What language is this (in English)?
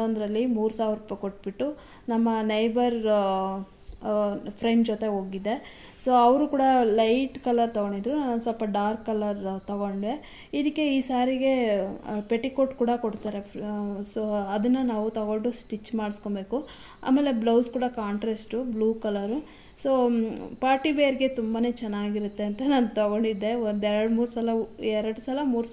Kannada